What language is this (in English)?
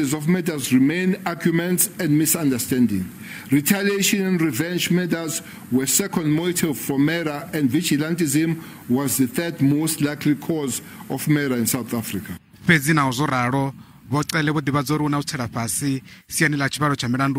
Venda